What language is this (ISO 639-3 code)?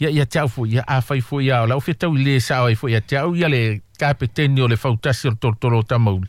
smo